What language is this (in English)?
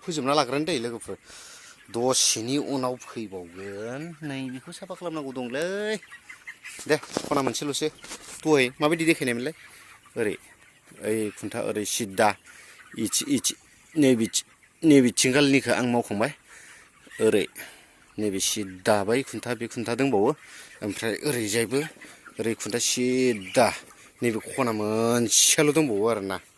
Bodo